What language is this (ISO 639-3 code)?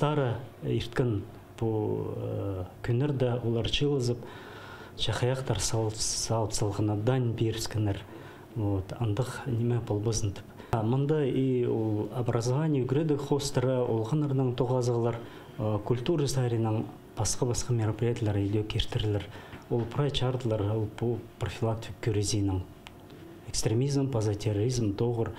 kjh